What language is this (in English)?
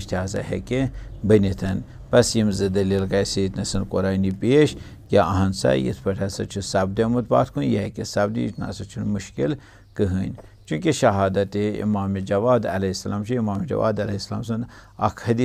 Kashmiri